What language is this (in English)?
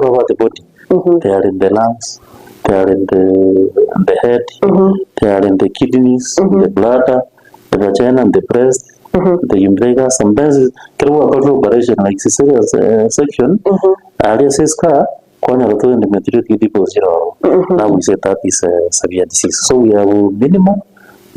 Gusii